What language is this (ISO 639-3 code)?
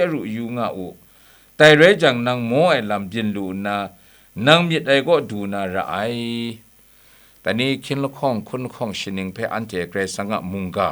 kac